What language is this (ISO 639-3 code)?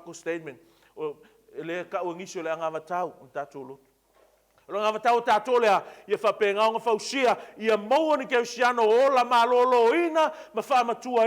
smo